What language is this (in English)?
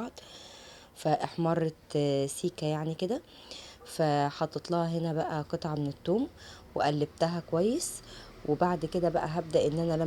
Egyptian Arabic